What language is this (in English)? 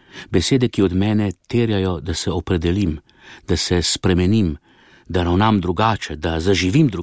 Slovenian